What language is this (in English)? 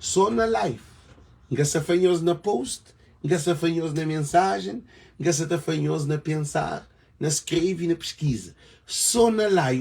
Kabuverdianu